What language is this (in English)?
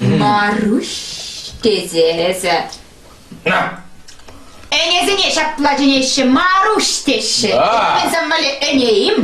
Chuvash